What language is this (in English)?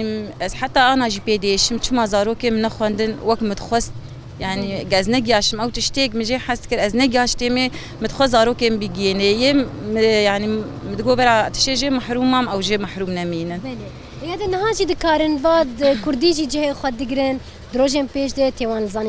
Kurdish